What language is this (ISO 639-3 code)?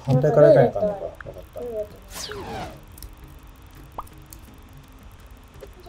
jpn